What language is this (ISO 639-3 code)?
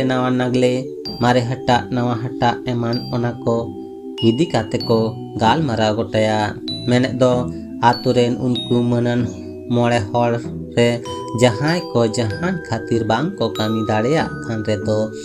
sat